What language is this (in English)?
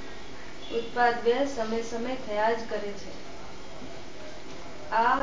Gujarati